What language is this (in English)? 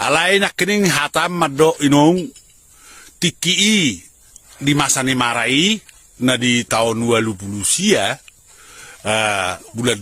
Batak Toba